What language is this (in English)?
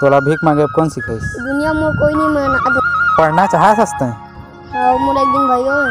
Chhattisgarhi